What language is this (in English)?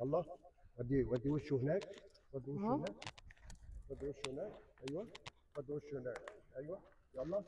Egyptian Arabic